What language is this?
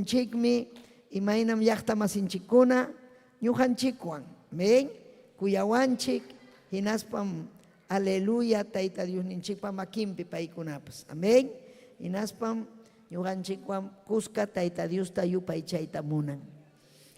Ayacucho Quechua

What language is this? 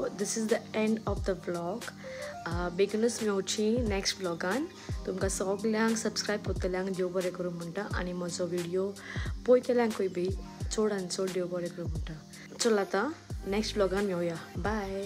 Konkani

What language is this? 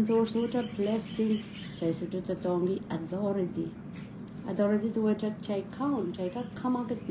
Pohnpeian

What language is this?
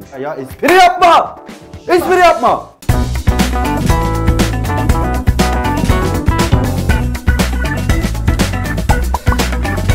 Turkish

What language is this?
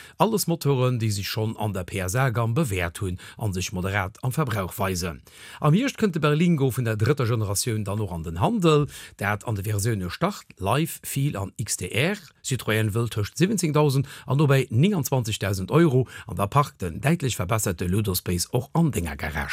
Luxembourgish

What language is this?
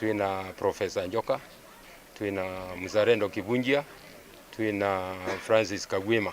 Meru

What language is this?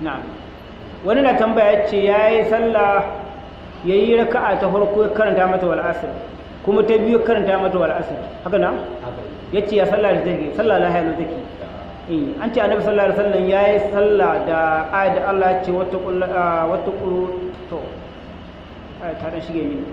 Hausa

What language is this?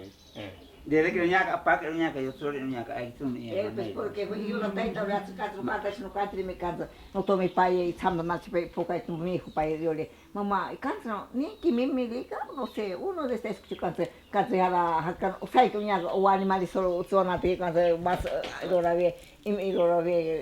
Ashéninka Perené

